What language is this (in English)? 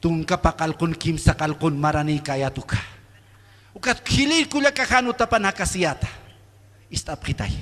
Aymara